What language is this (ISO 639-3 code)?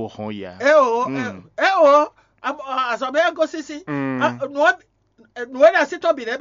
fon